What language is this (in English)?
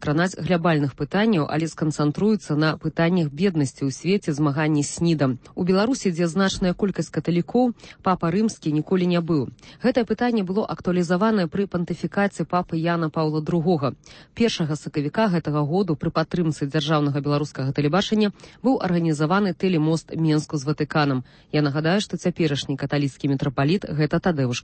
Belarusian